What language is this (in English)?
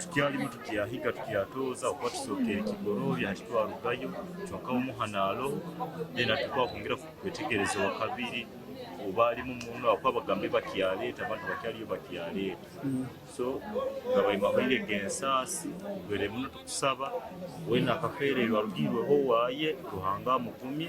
Nyankole